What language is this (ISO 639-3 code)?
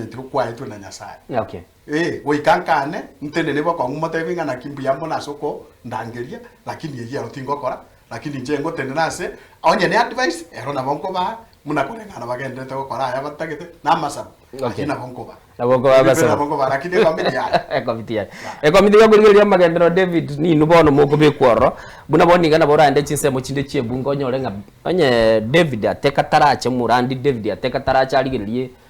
guz